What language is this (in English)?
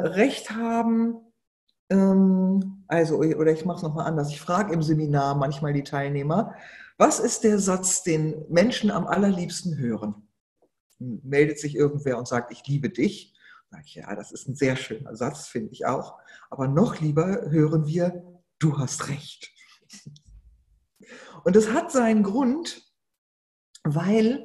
German